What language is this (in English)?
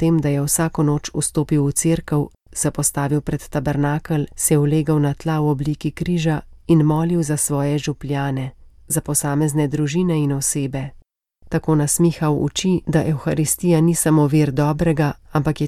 Slovenian